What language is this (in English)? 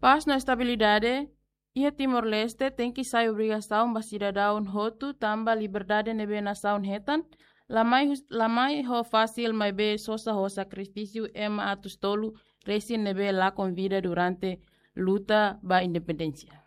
Tetum